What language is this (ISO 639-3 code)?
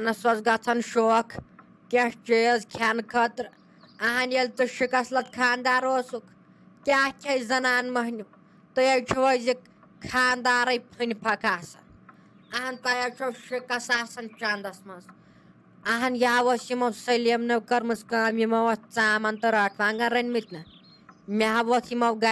kas